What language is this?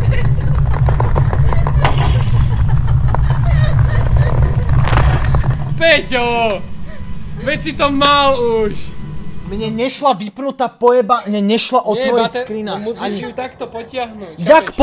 Slovak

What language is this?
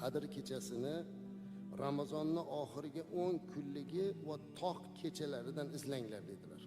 Uzbek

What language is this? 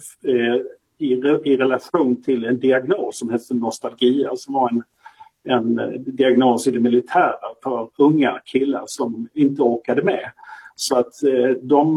Swedish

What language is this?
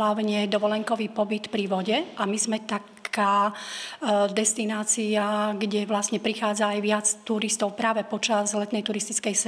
Slovak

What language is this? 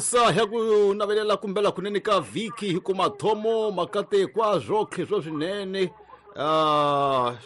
Tsonga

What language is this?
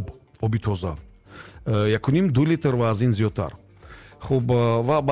Tajik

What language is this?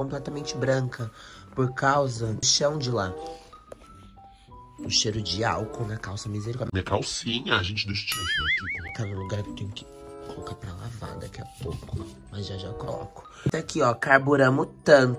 Portuguese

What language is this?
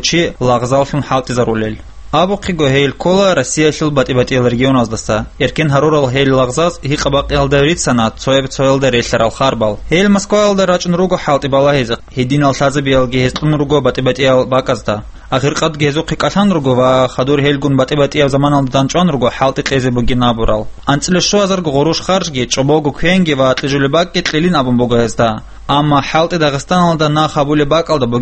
Avaric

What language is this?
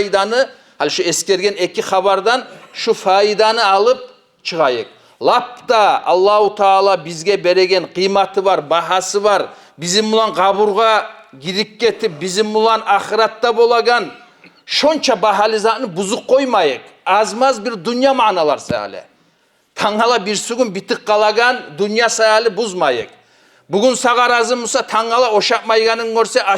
Kumyk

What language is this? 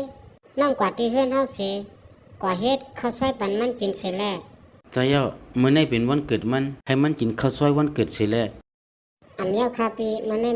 Shan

